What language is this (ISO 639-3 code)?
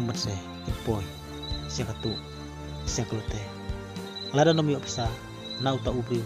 kha